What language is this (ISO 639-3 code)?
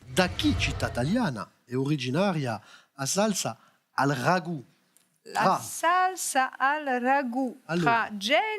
cos